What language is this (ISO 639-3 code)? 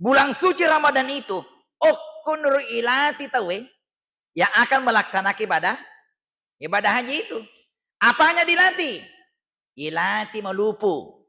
bug